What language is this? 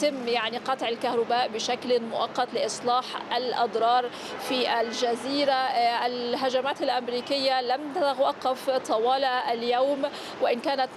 Arabic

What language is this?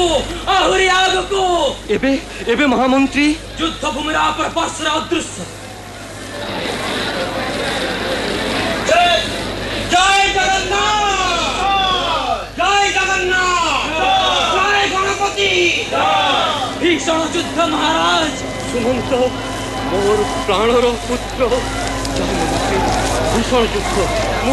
Odia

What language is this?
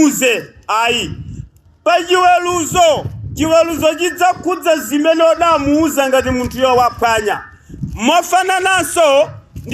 Nyanja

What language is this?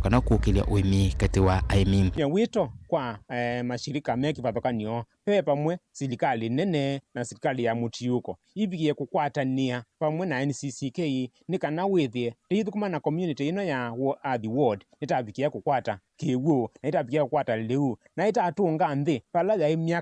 Kamba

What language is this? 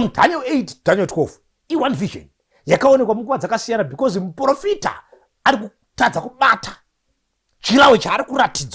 Shona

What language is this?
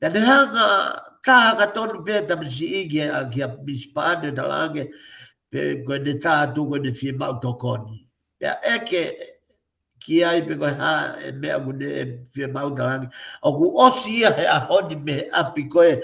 Tongan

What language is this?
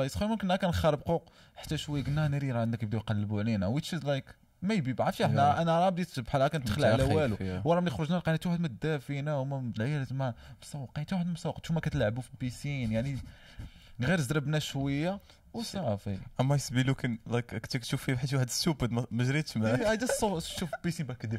Moroccan Arabic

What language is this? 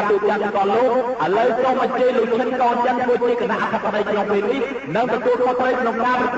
Khmer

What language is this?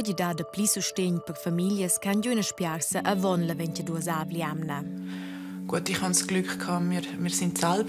Romansh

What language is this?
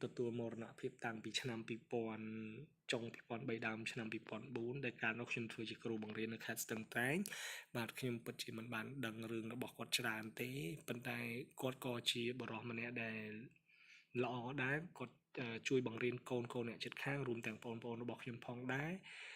Khmer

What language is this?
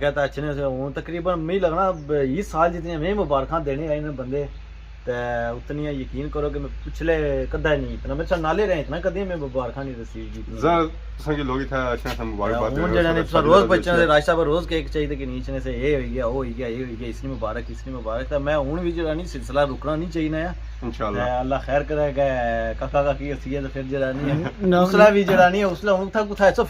Pahari-Potwari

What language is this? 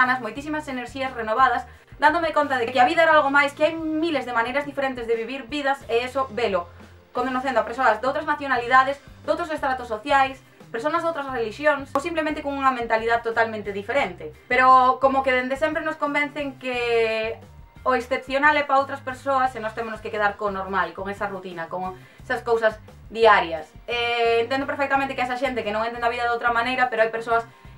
Galician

